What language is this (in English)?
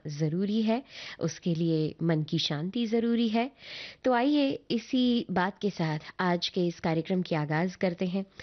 Hindi